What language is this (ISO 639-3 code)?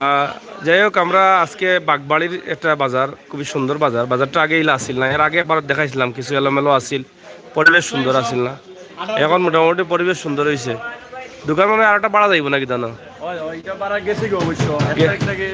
syl